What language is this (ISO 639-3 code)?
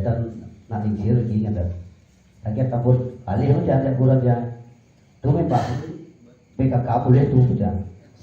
ban